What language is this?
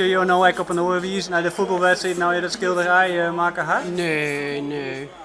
Western Frisian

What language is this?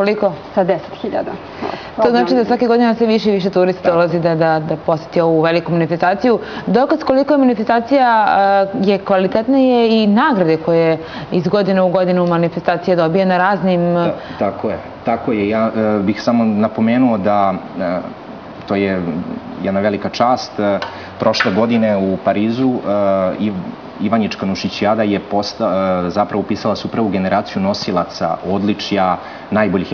Serbian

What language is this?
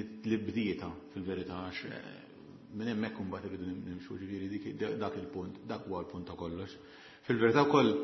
Maltese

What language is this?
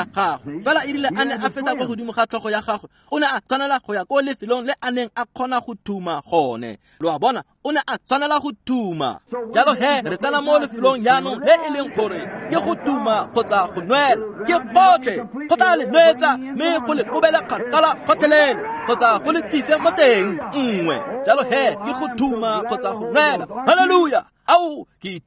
Tswana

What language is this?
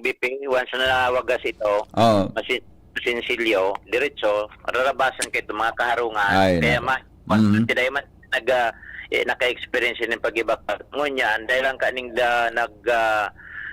Bikol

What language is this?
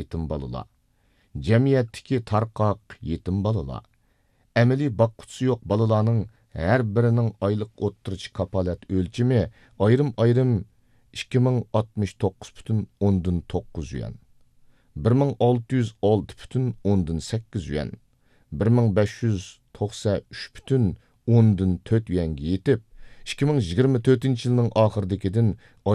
Uyghur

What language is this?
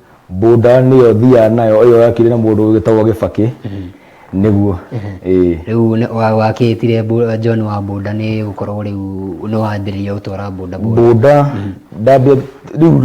Kikuyu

